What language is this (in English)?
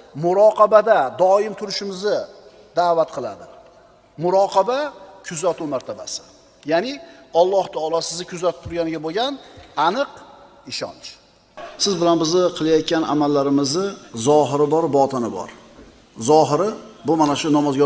Uzbek